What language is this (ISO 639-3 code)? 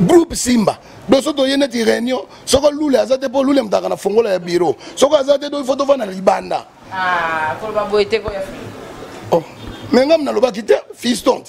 lin